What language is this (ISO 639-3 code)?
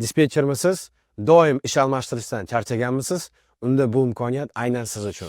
uzb